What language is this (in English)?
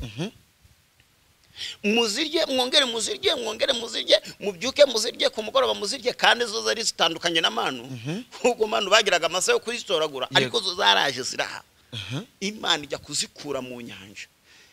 Kinyarwanda